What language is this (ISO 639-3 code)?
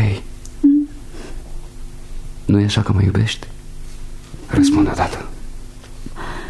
ron